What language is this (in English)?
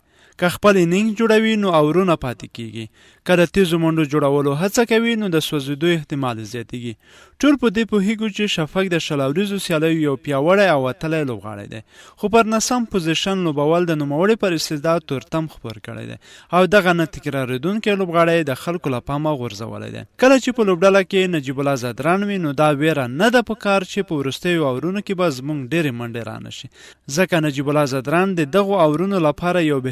Pashto